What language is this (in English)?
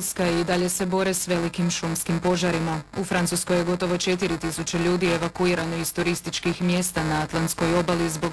Croatian